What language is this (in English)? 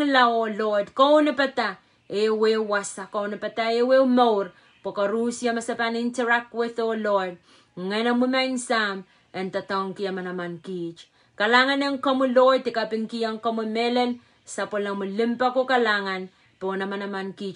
Pohnpeian